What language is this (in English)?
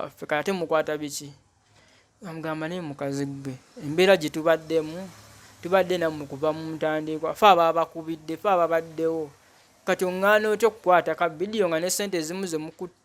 Ganda